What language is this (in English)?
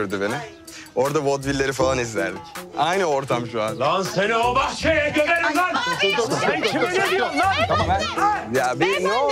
Turkish